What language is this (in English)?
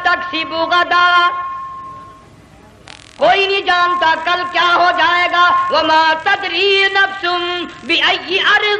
Urdu